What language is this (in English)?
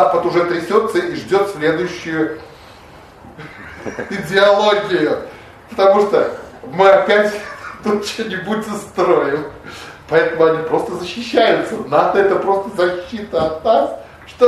Russian